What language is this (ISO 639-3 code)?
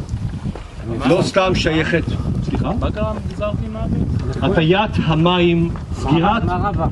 heb